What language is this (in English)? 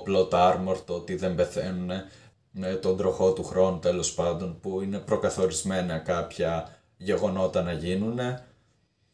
Greek